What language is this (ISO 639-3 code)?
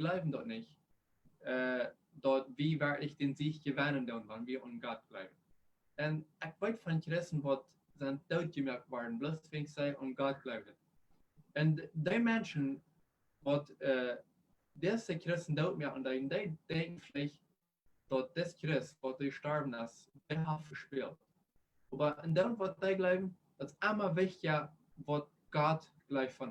pdt